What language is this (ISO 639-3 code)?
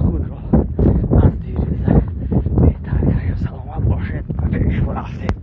tgk